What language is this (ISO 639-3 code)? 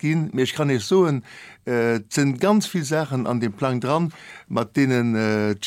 ltz